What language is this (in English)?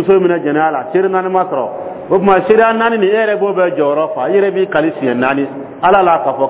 Dyula